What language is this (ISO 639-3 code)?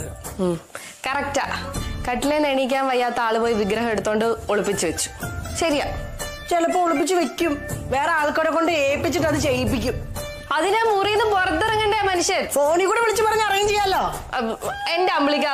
mal